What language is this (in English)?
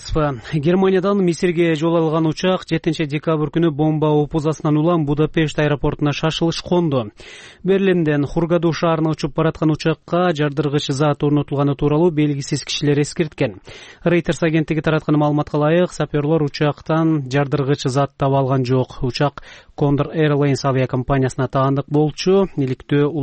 Kyrgyz